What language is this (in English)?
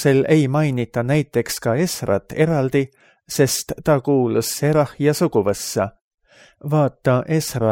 Estonian